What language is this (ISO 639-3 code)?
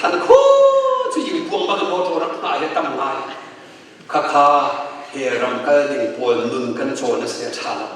cnh